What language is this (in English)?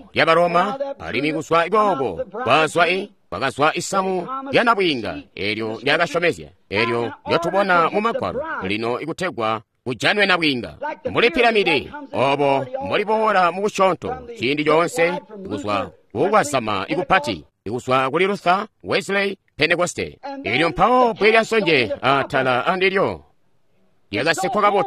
Tonga (Zambia)